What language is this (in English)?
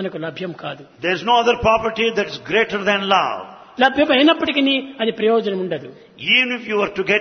Telugu